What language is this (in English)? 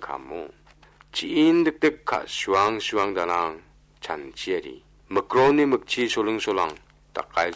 Garo